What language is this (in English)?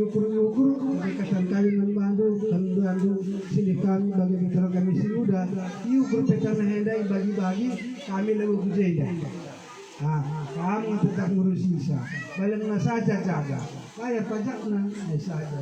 Batak Karo